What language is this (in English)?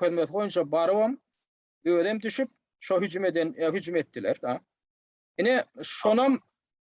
Turkmen